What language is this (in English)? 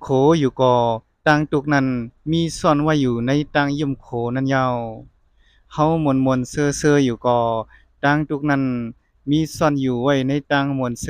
Shan